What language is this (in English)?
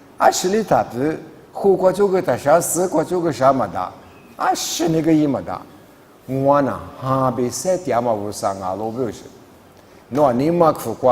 Lisu